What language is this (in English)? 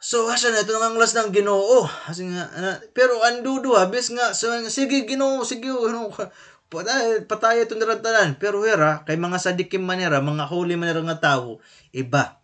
Waray